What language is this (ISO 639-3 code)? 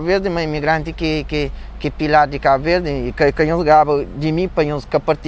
kea